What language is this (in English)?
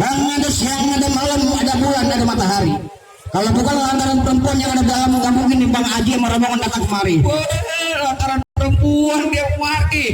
Betawi